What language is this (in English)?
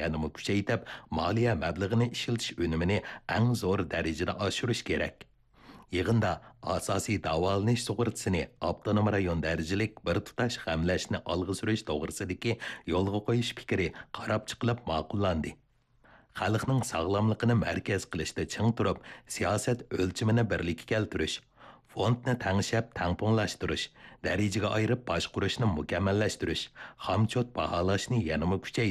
Uyghur